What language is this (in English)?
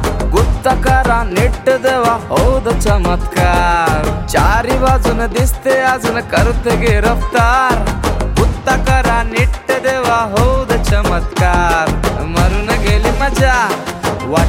Marathi